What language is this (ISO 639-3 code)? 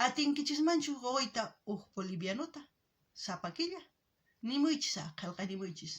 quh